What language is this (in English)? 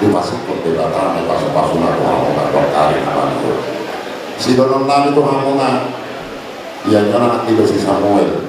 Batak Toba